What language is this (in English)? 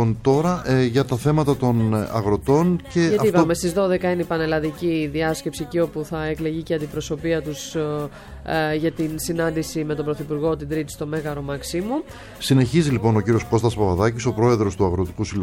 Greek